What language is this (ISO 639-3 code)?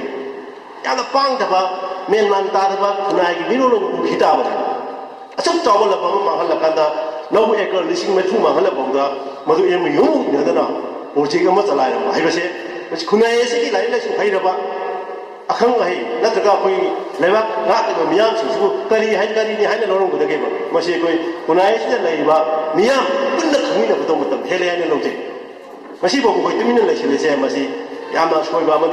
mni